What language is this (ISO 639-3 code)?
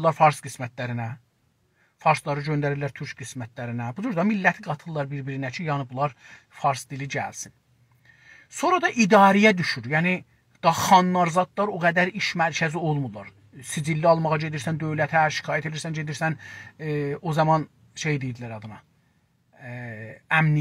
azb